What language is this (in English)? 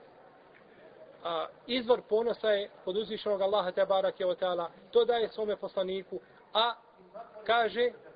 Bosnian